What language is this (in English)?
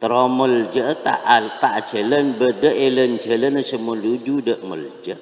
Madurese